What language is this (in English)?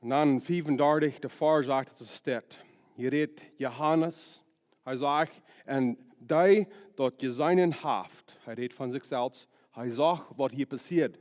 Plautdietsch